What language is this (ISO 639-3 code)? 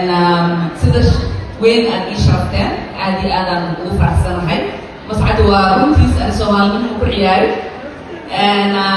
som